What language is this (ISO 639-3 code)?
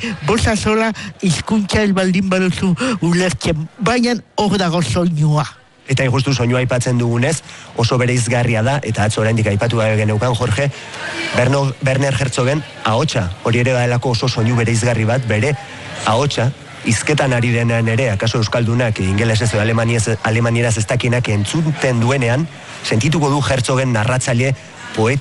eus